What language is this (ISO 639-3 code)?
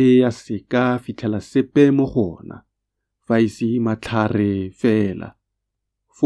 tsn